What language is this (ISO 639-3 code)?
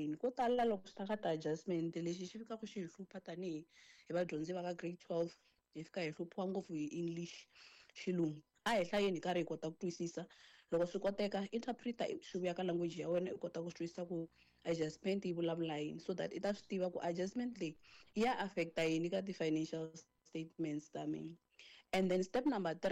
tso